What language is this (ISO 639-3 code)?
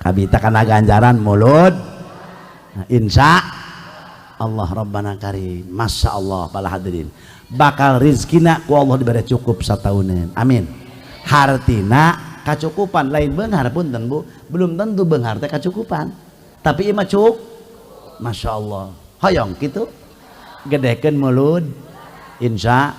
sun